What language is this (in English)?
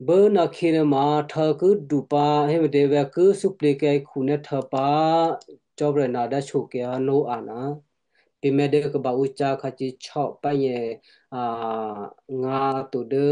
Western Kayah